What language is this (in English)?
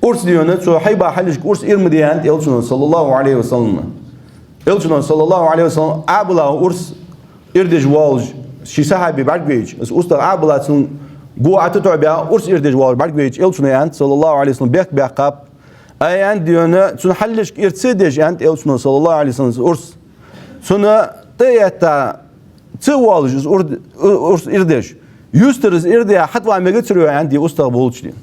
Ingush